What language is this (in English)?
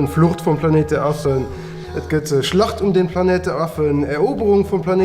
Luxembourgish